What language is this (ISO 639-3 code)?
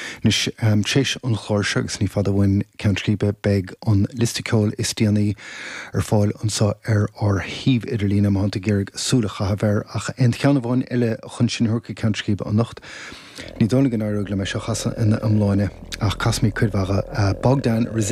gle